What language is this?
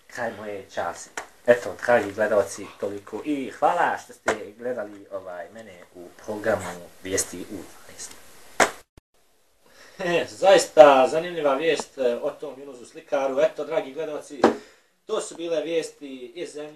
Bosnian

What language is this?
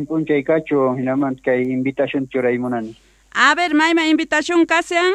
South Bolivian Quechua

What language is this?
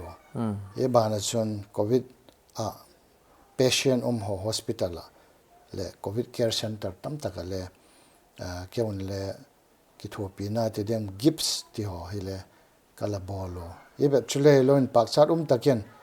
Paite Chin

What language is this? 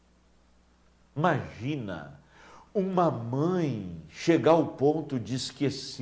Portuguese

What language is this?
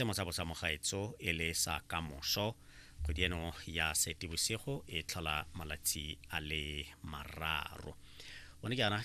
Tswana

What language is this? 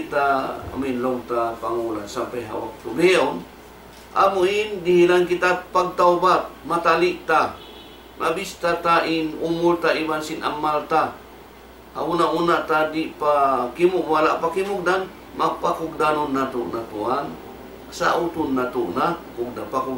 Tausug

